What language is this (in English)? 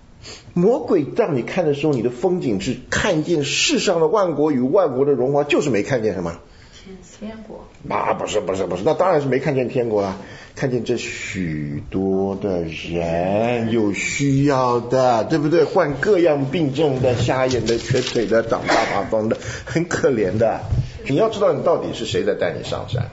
Chinese